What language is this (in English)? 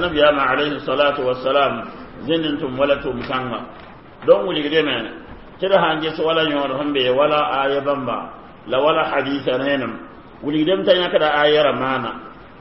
Mossi